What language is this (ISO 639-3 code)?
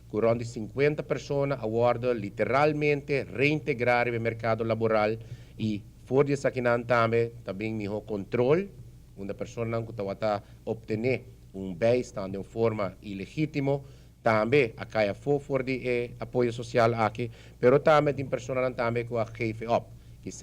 pap